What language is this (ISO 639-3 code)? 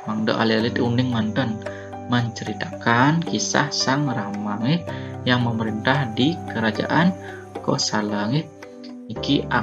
ban